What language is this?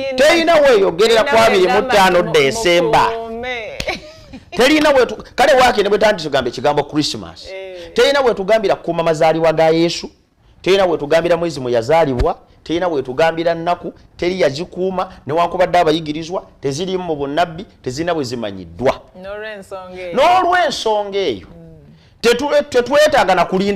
Ganda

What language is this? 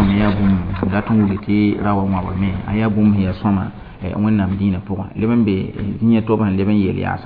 Mossi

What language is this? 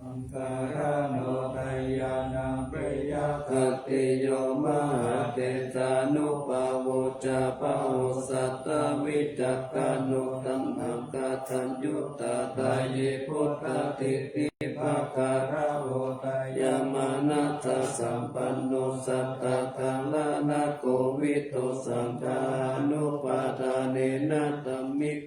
Pali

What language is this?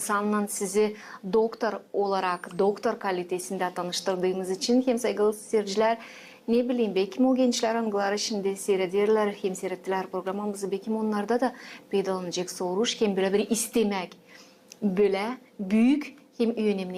Gagauz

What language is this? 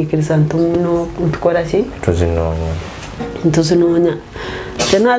Ganda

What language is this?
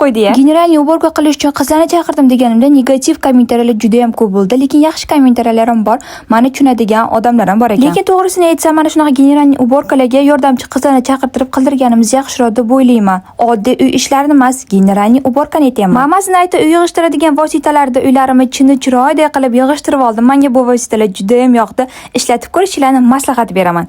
Uzbek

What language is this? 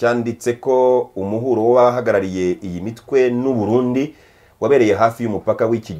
Kinyarwanda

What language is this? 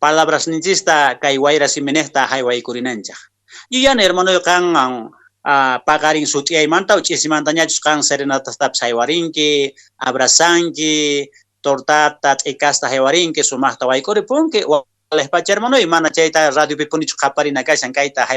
Quechua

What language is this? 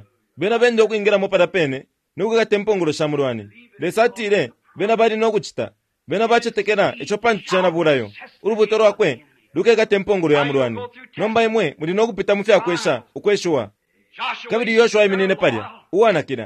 Bemba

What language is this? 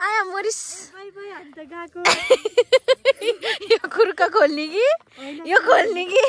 Nepali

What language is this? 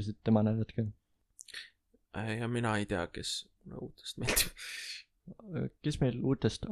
Estonian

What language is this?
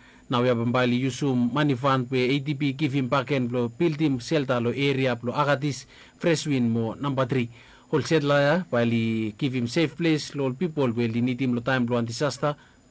Bislama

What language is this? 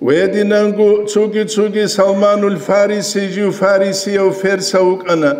Avaric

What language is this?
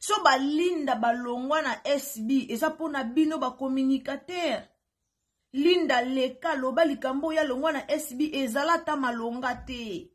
Lingala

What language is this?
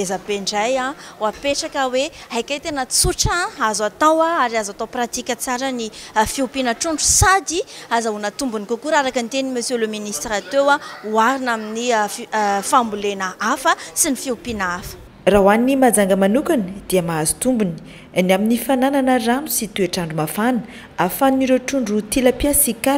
Malagasy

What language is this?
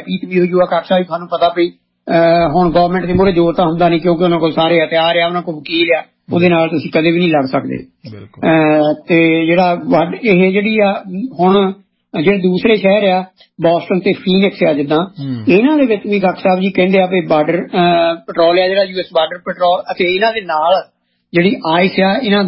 Punjabi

